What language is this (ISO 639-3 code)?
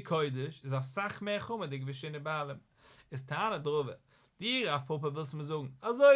yid